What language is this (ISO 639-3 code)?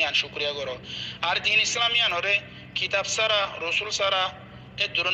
rhg